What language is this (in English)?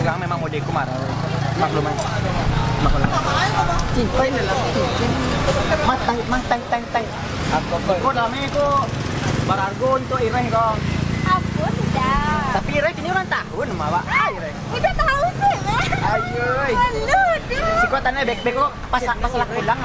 Minangkabau